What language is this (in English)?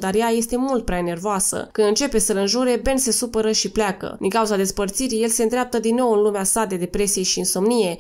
Romanian